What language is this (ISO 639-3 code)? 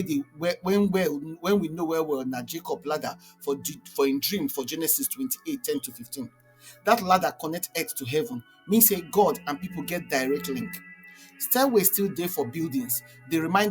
pcm